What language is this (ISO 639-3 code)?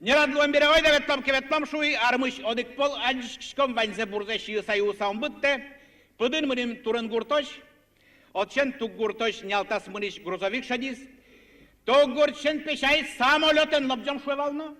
udm